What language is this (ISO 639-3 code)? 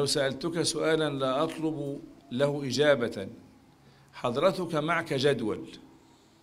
ara